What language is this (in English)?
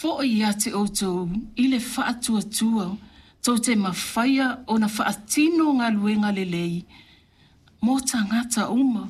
Samoan